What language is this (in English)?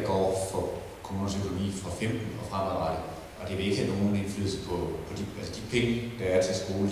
Danish